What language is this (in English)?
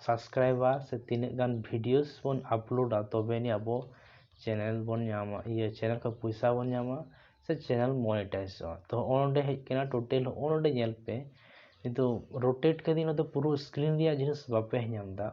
Santali